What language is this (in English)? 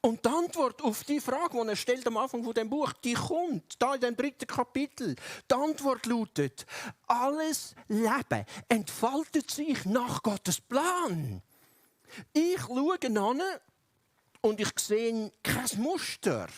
Swiss German